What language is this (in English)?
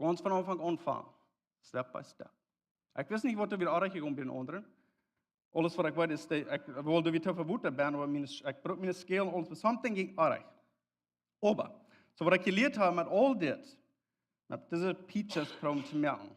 Plautdietsch